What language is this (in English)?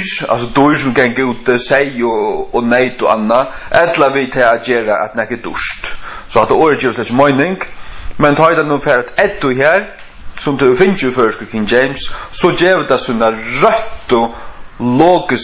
Faroese